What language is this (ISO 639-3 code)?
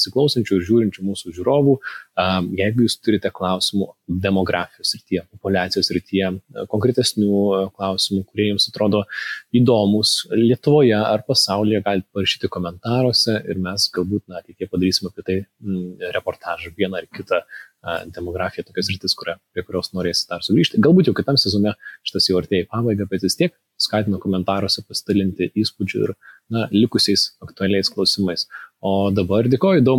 lit